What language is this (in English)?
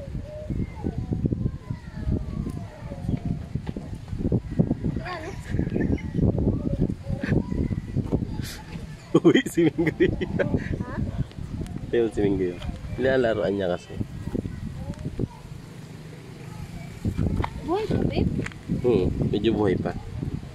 Filipino